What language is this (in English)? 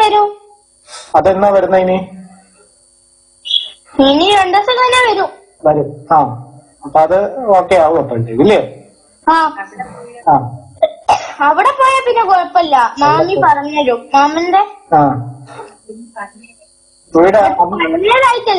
Malayalam